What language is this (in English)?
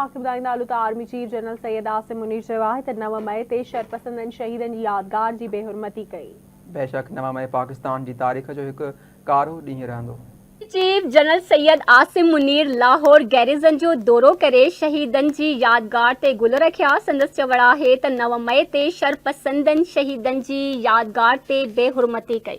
Sindhi